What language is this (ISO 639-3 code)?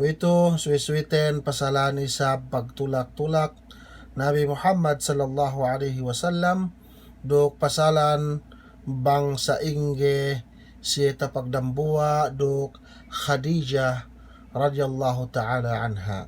yka